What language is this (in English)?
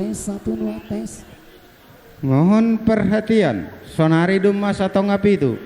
Batak Toba